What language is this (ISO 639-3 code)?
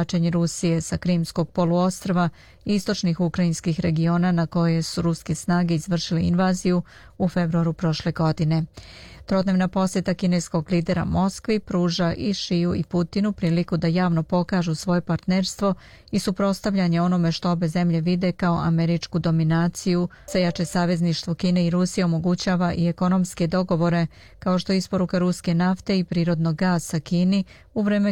srp